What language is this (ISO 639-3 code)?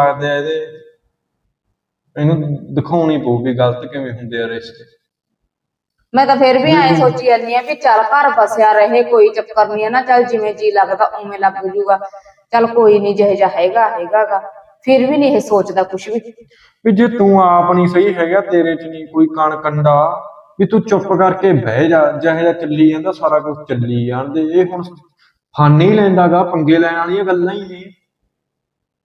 pan